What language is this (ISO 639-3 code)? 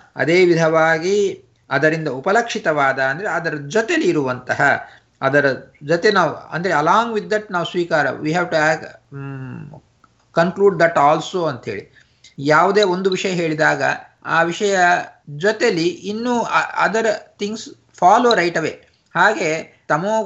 kan